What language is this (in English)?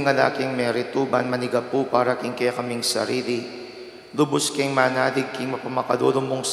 Pampanga